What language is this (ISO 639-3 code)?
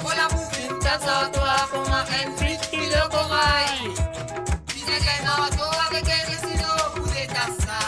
mfe